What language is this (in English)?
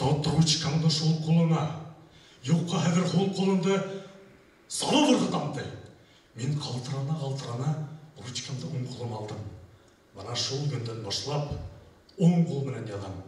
Bashkir